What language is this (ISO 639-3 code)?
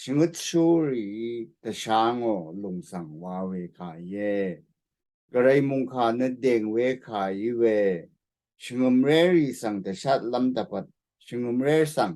raw